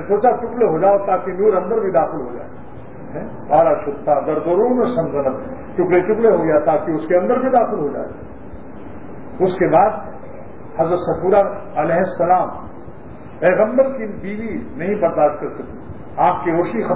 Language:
Urdu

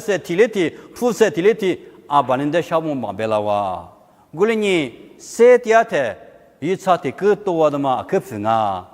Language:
Lisu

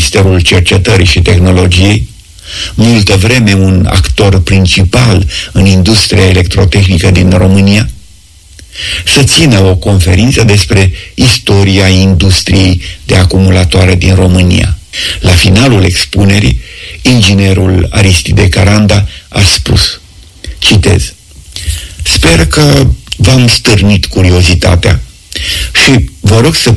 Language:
Romanian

